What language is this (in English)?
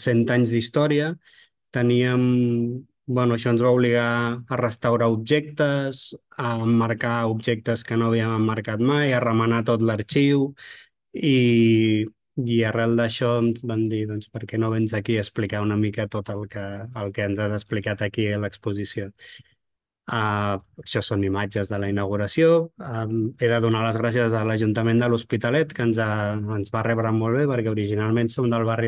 Catalan